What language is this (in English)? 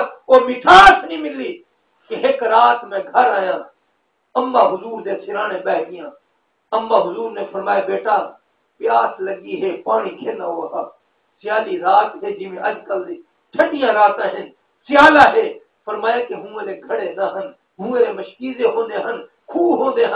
Saraiki